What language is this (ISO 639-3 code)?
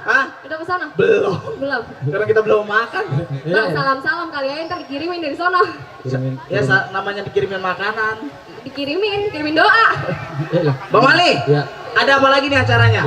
bew